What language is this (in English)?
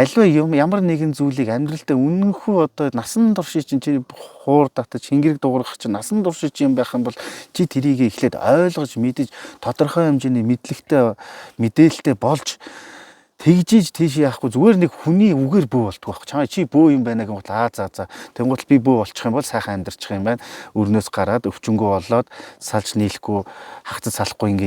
Mongolian